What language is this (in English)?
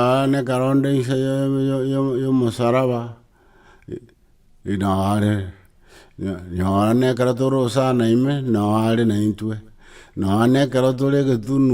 Gusii